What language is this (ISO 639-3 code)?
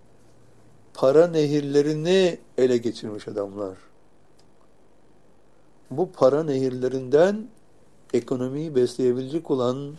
tur